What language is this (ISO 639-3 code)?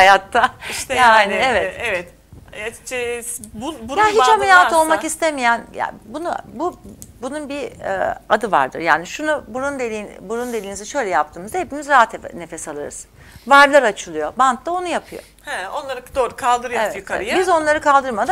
tur